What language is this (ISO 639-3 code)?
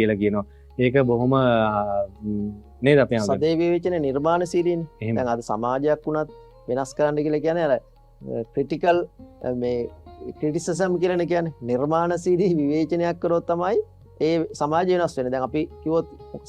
sin